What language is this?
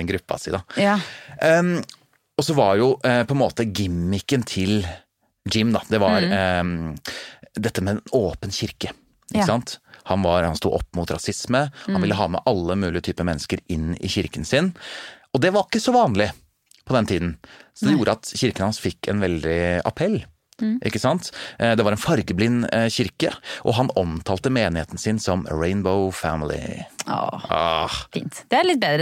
Norwegian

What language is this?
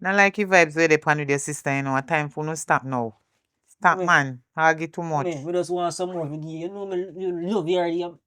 Jamaican Creole English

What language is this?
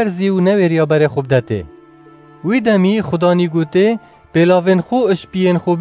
Kurdish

